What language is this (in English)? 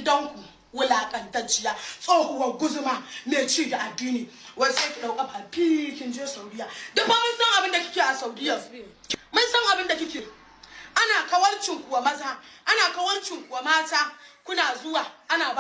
Hausa